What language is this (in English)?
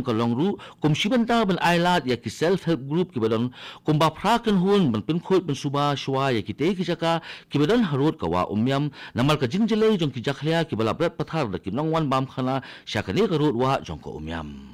Khasi